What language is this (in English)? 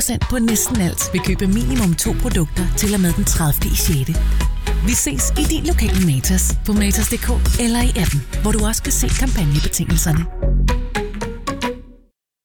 Danish